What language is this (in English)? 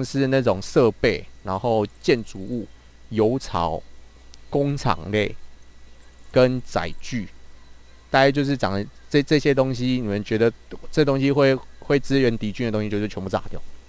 Chinese